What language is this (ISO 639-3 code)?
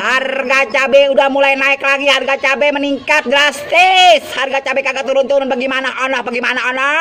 bew